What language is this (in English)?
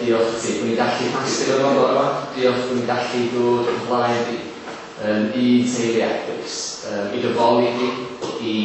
Welsh